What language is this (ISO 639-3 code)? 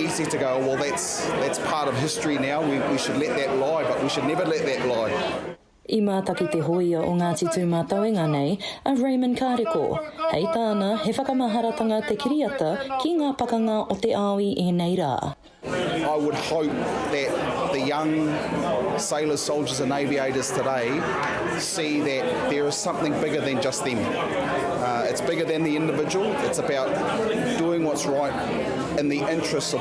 mri